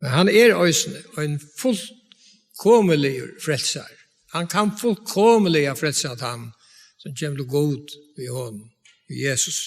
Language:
Faroese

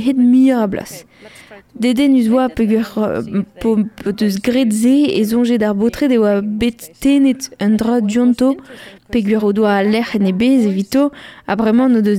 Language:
Breton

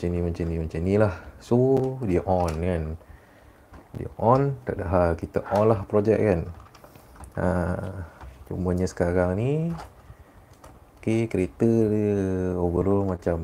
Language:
Malay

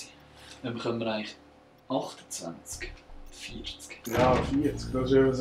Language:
Swiss German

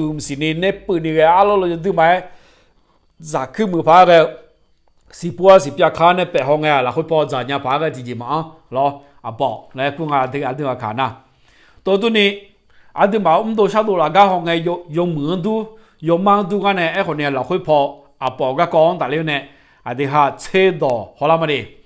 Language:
Akha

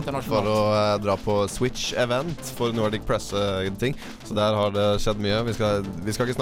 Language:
Norwegian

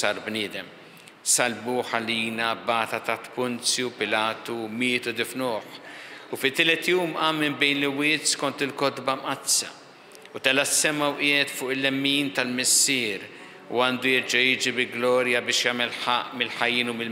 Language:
Maltese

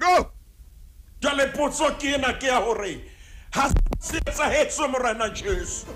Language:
Southern Sotho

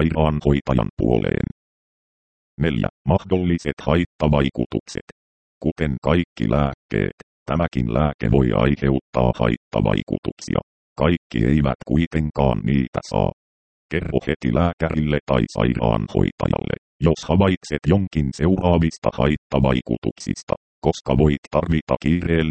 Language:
Finnish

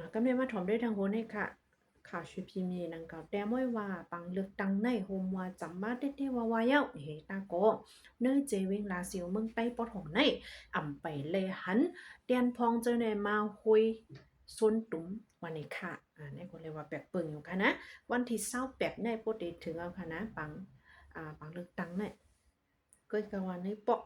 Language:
Shan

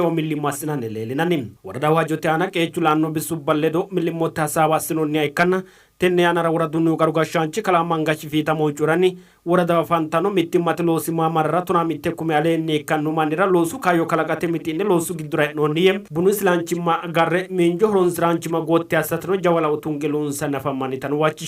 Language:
Sidamo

